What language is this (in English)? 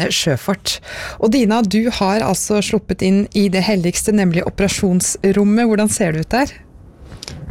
Norwegian